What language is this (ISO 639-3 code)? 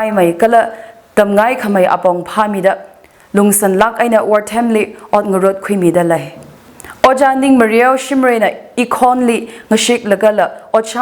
nmf